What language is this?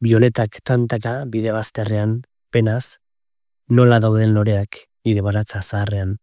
Basque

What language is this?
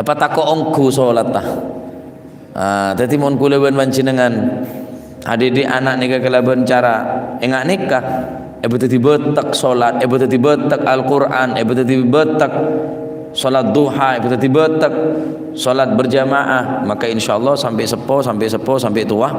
Madurese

